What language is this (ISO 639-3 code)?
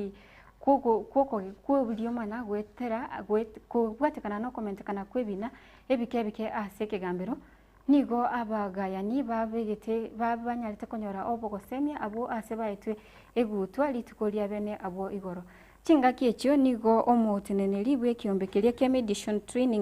guz